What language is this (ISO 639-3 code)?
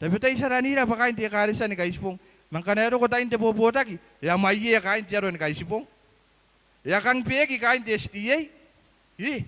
gil